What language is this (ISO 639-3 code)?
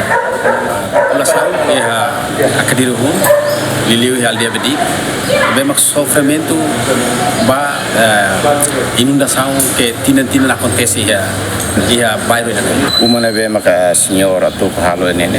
tet